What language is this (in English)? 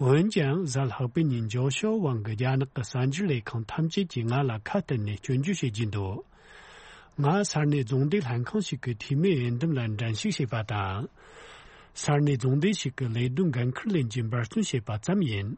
Tibetan